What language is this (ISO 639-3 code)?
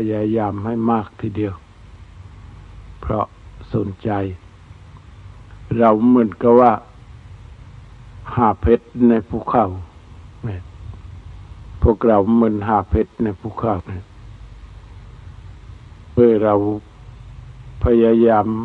tha